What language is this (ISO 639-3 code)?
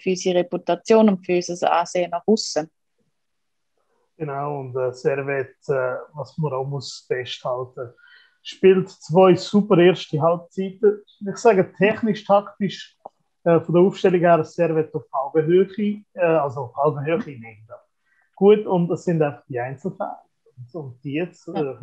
deu